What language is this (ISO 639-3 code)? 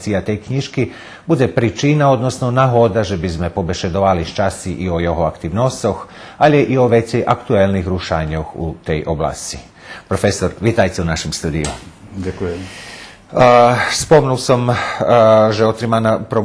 rue